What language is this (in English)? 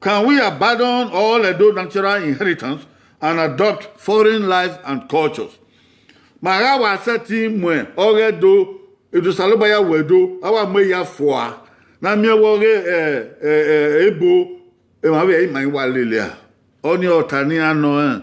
Bini